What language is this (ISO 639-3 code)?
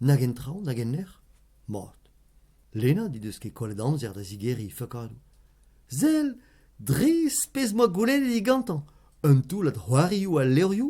bre